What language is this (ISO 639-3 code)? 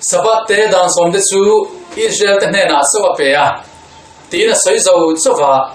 lus